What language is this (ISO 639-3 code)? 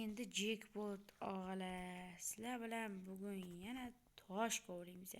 uzb